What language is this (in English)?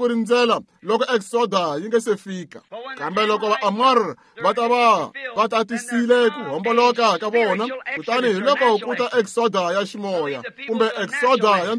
Tsonga